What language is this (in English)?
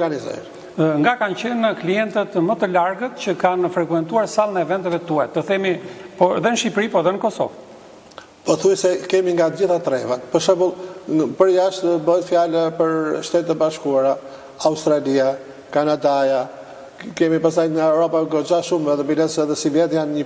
Albanian